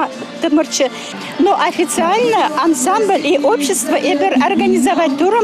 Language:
Chuvash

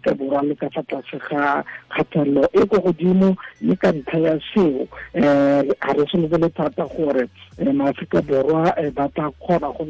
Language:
Tswana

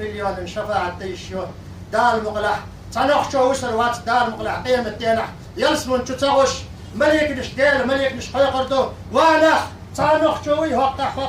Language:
Chechen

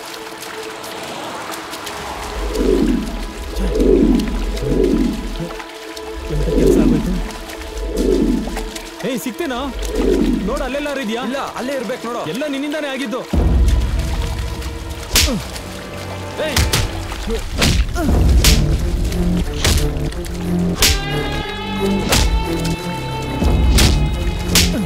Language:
Kannada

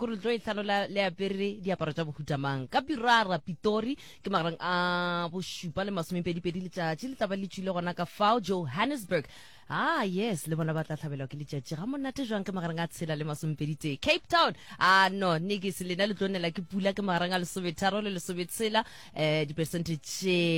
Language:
Northern Sotho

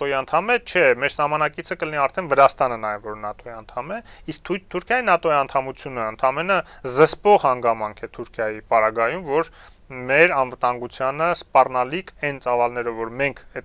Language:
Armenian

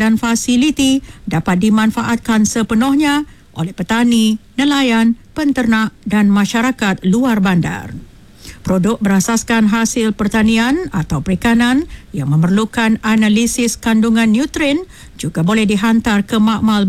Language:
Malay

